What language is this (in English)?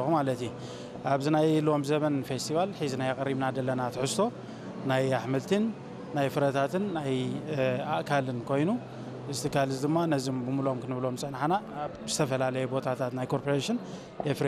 Tigrinya